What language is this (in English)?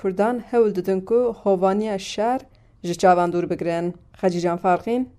Kurdish